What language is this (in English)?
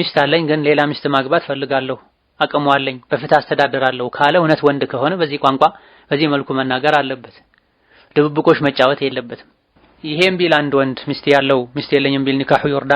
Amharic